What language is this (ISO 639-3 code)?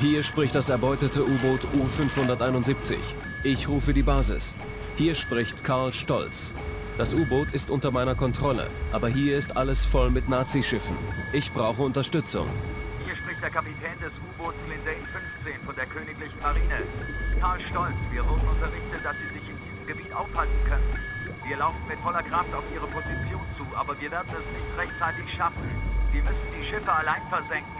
bar